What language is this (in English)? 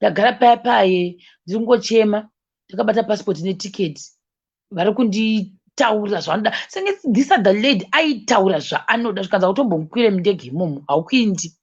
Shona